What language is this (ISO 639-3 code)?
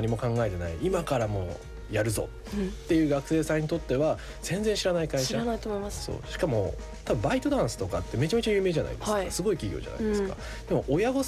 jpn